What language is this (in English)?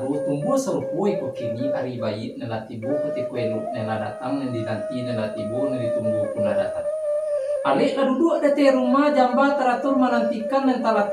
Minangkabau